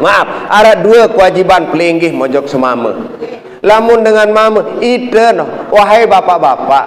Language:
Sasak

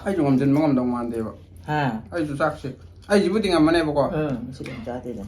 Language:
Manipuri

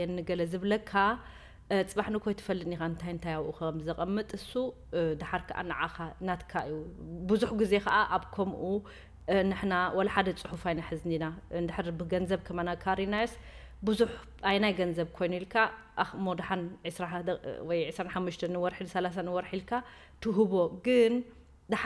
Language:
Tigrinya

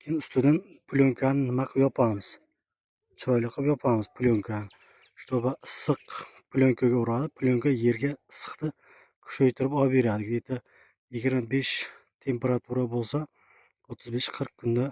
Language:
Uzbek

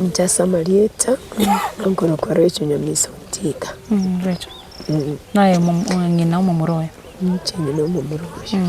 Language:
Gusii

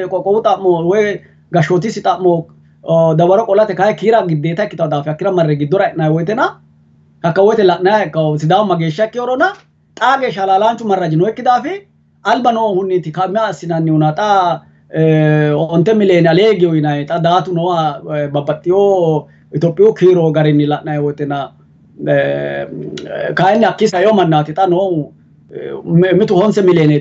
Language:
Sidamo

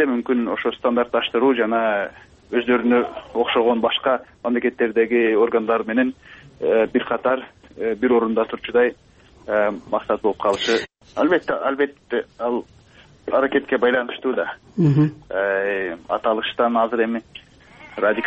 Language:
Kyrgyz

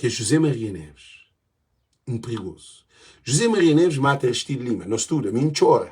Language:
Kabuverdianu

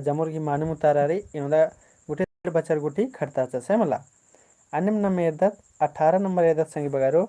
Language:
Kurukh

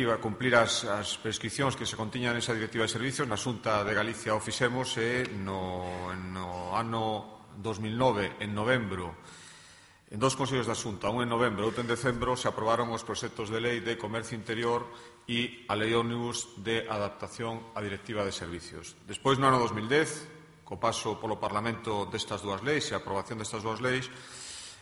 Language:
Galician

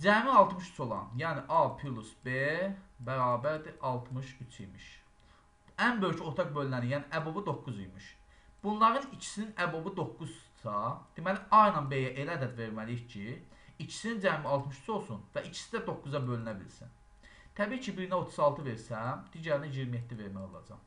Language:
Azerbaijani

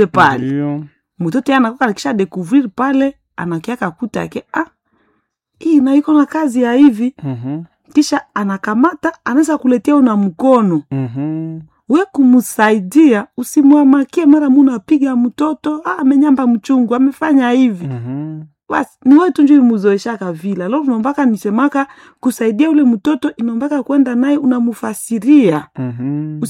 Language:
Swahili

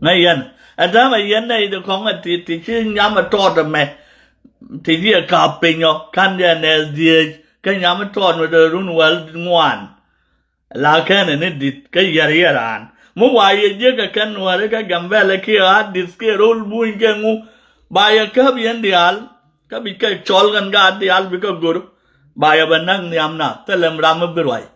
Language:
Nuer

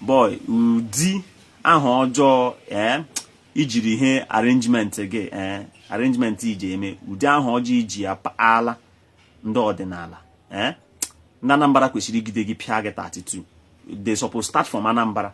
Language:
Igbo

